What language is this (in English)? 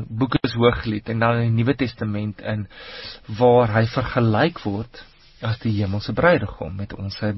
Afrikaans